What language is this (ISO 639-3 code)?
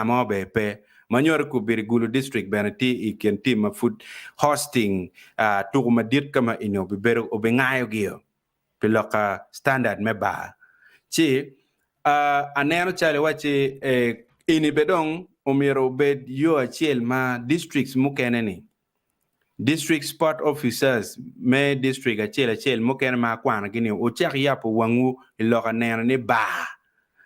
ach